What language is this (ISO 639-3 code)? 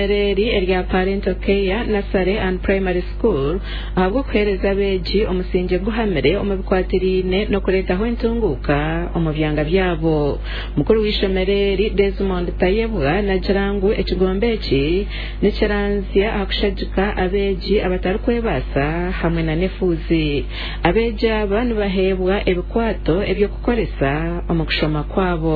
nyn